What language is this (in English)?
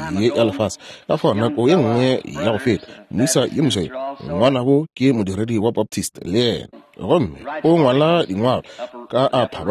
Northern Sotho